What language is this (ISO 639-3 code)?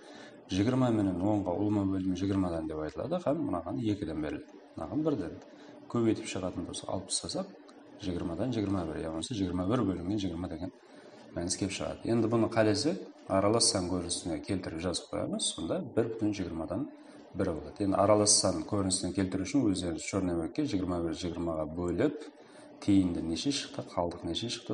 kaa